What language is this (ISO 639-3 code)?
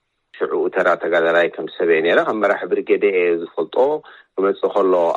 tir